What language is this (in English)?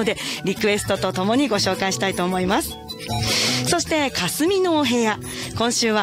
Japanese